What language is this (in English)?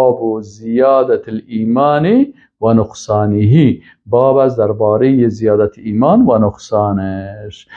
Persian